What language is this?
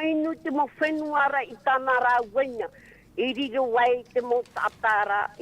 Tahitian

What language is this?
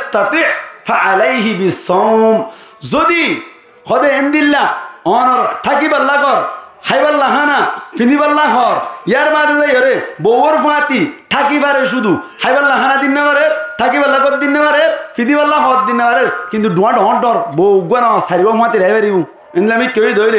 Rohingya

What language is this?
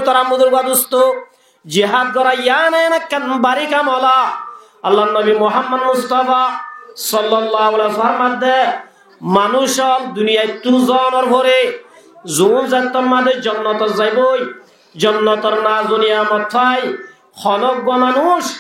Rohingya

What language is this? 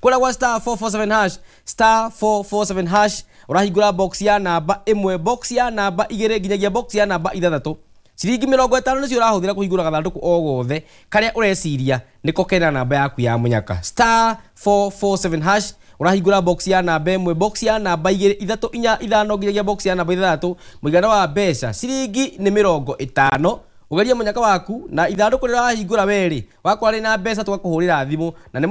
Kikuyu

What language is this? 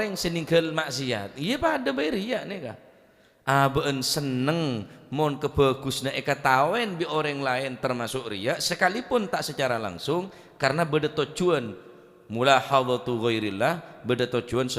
Madurese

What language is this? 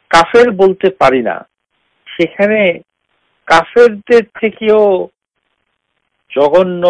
Bangla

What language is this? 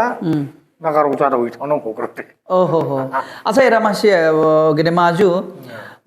Dimasa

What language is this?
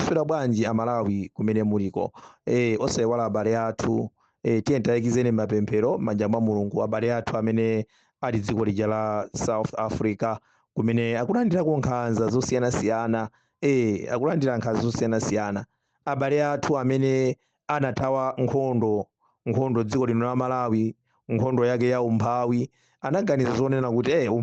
Nyanja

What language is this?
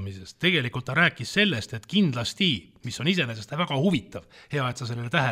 Estonian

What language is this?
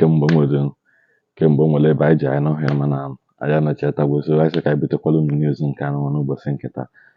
Igbo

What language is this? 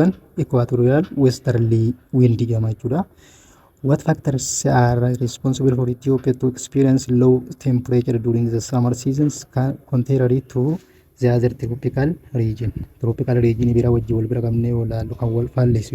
Oromo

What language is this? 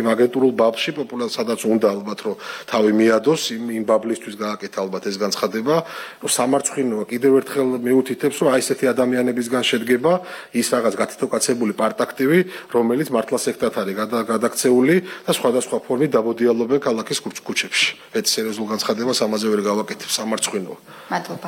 Georgian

